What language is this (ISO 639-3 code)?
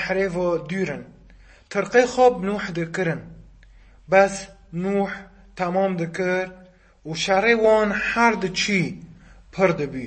kur